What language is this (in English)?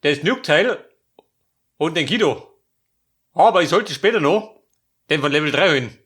Bavarian